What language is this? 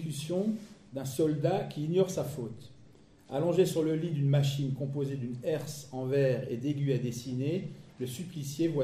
French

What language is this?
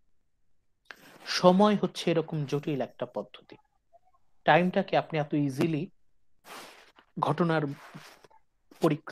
Bangla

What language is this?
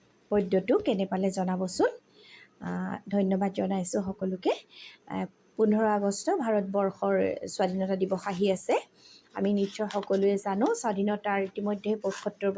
Assamese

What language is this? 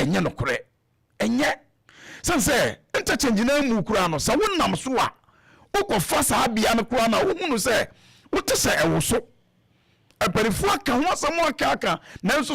Akan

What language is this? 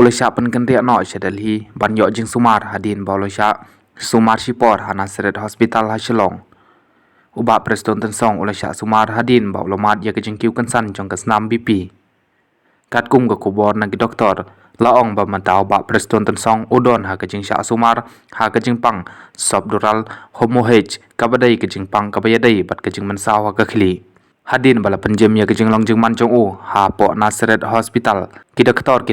Khasi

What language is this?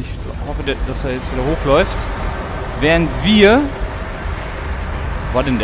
German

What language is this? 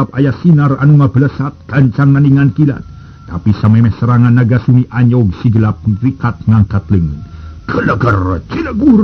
Sundanese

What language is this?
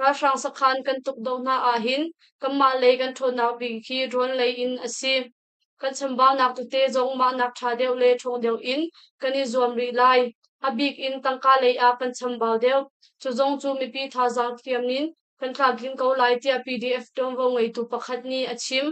Hakha Chin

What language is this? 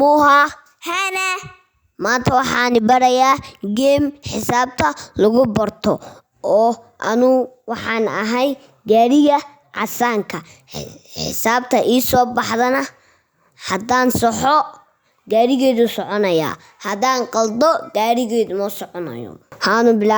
Somali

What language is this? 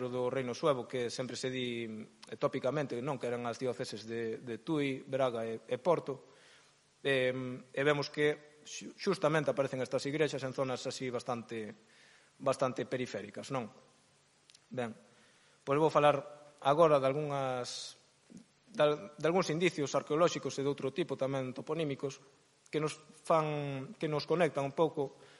Galician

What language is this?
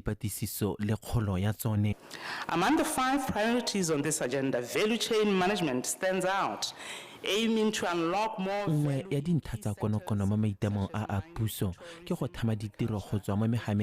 Tswana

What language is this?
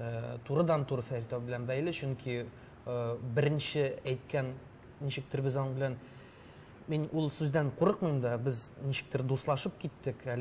Tatar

